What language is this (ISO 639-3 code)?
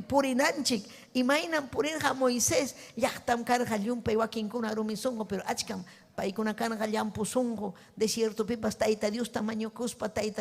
quy